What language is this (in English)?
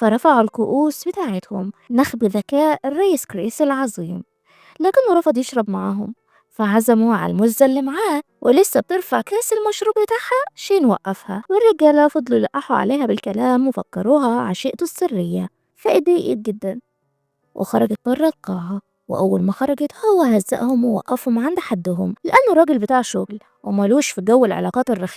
Egyptian Arabic